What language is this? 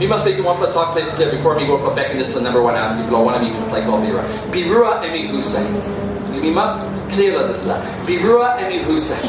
Tok Pisin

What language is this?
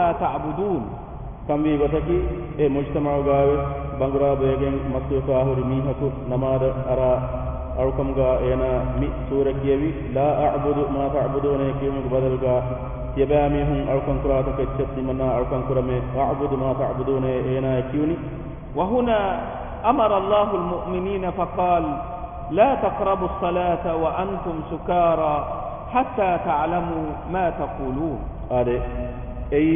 Divehi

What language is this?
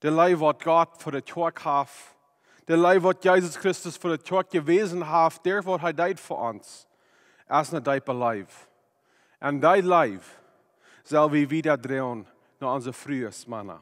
Plautdietsch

